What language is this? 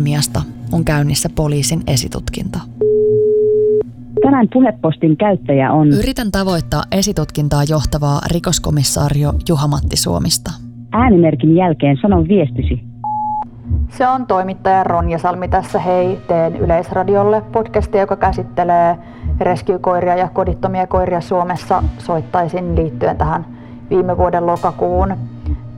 Finnish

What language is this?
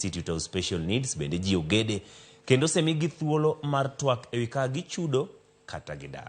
Luo (Kenya and Tanzania)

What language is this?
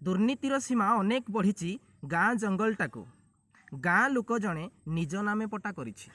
Odia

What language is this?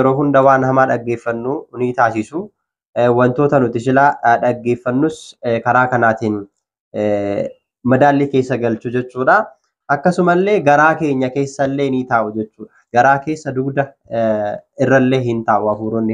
Oromo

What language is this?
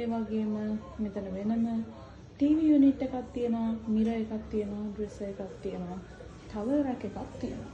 Sinhala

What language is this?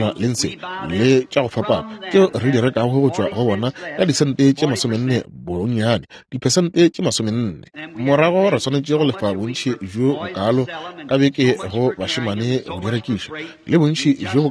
Northern Sotho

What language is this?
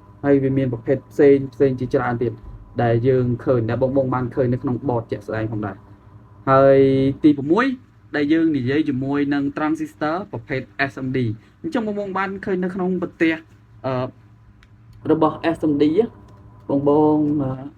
Khmer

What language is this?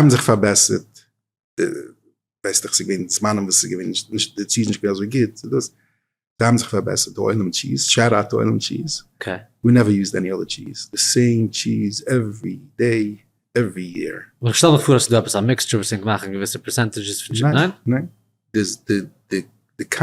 Yiddish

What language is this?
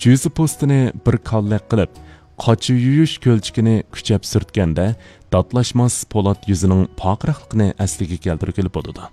Uyghur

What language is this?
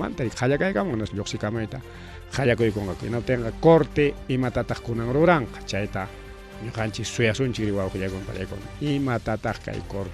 Ayacucho Quechua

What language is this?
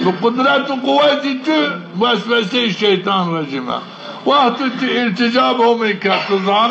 Zaza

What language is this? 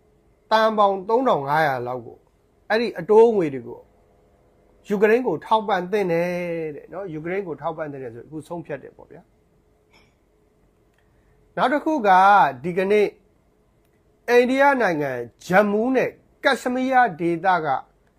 Burmese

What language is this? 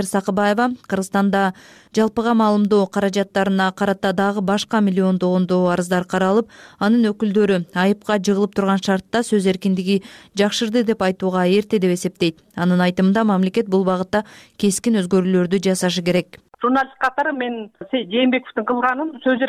Kyrgyz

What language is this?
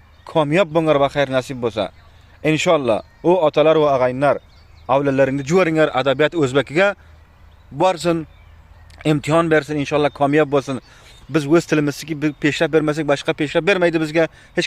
Uzbek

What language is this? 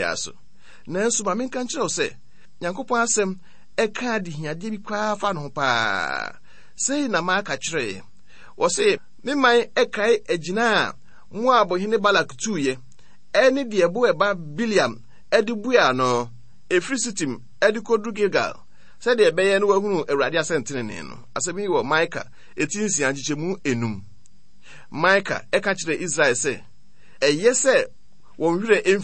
Akan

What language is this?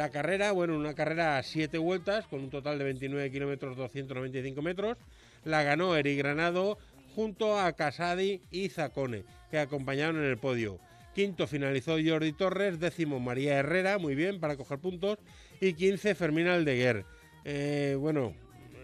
Spanish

